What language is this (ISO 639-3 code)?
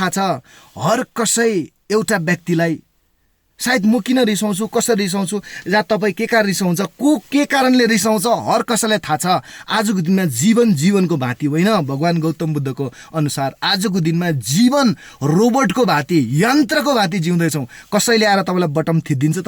nep